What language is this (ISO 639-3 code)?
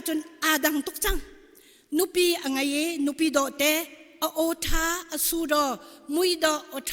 cnh